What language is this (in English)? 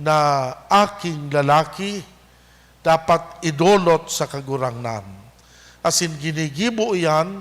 Bikol